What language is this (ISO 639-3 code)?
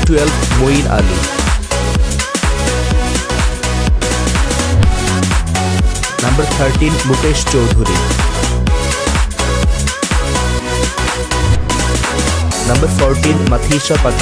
eng